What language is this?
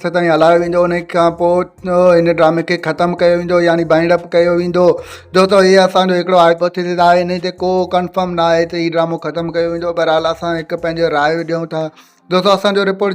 Sindhi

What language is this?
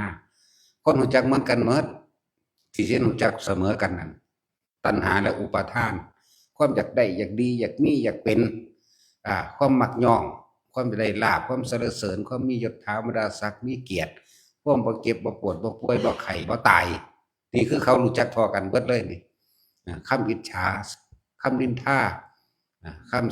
Northeastern Thai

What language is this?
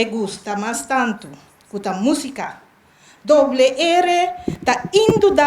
Papiamento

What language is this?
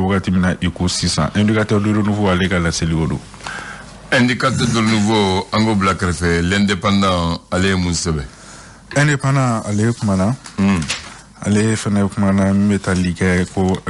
Bambara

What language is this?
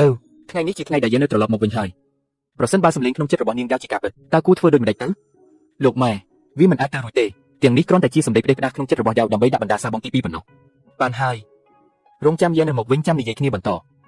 Khmer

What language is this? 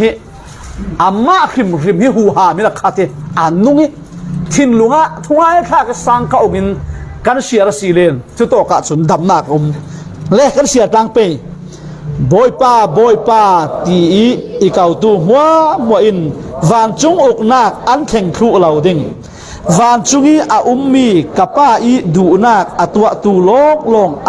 Falam Chin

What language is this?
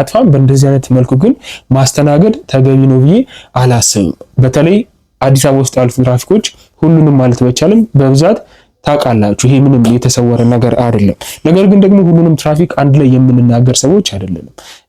Amharic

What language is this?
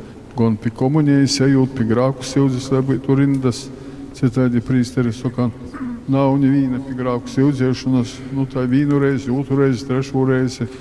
Latgalian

